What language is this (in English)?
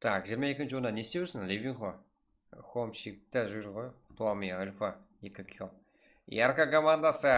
Kara-Kalpak